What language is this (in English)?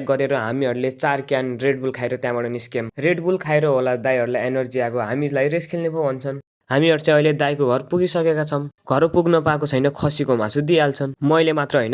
Nepali